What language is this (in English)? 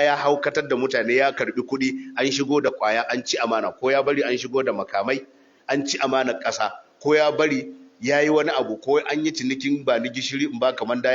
Hausa